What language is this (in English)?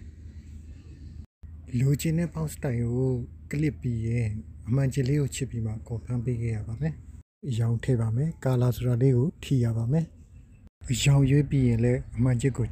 Burmese